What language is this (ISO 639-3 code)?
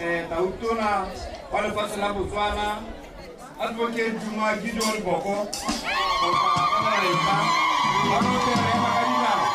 tsn